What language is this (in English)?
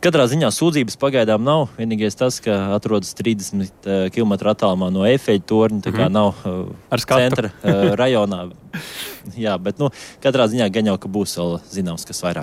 Latvian